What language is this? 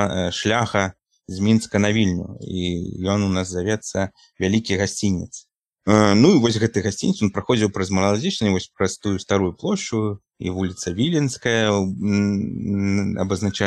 Belarusian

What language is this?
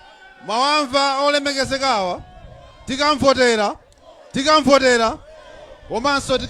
Nyanja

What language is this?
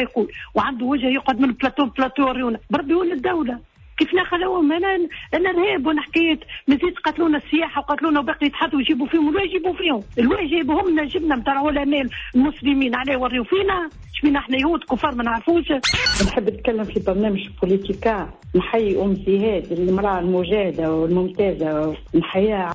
Tunisian Arabic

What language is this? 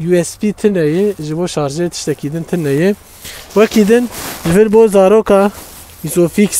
Kurdish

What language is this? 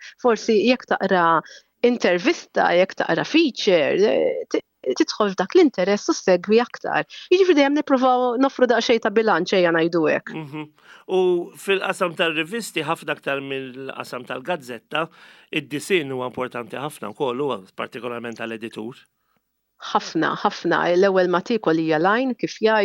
Maltese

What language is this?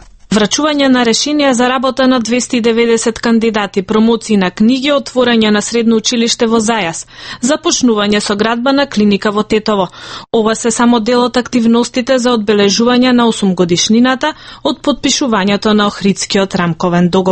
Macedonian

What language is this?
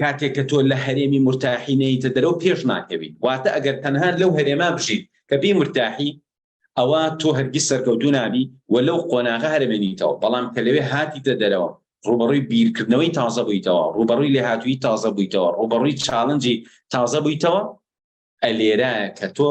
Central Kurdish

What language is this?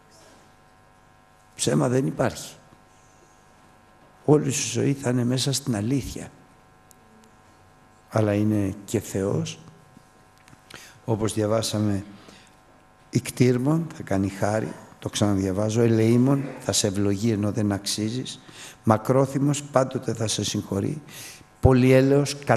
Greek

